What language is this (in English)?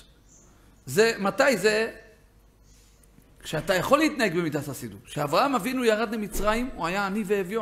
Hebrew